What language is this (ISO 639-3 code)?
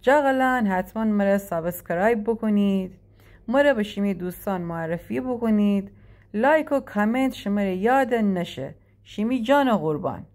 glk